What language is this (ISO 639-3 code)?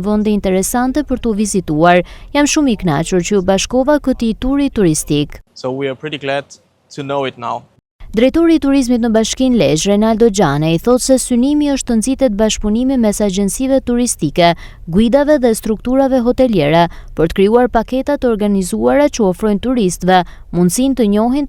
sqi